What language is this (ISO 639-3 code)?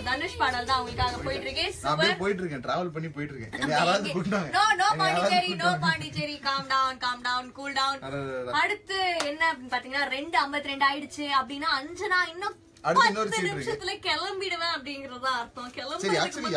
tam